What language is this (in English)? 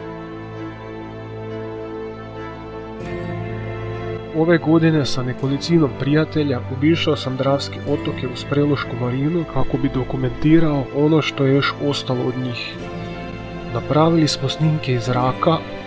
Croatian